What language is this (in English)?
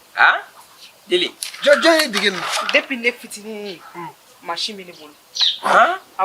Bambara